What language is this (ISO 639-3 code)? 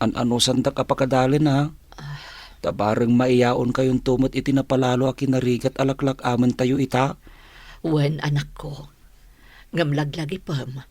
ilo